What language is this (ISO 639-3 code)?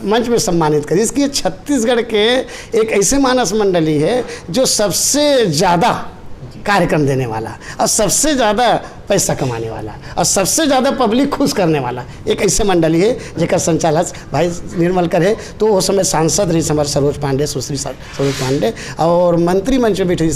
hne